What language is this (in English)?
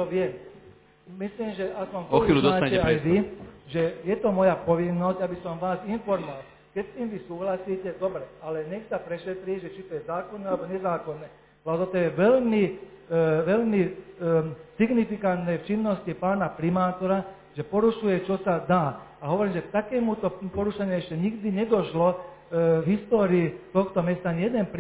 Slovak